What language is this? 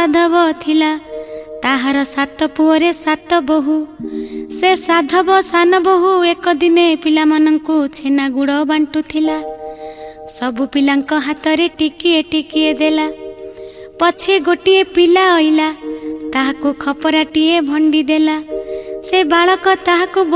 Odia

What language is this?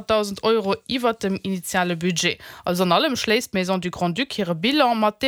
Luxembourgish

